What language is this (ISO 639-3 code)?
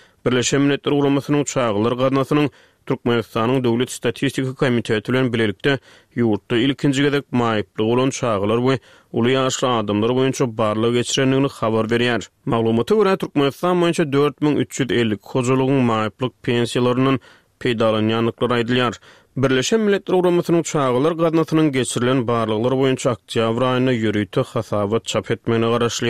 tuk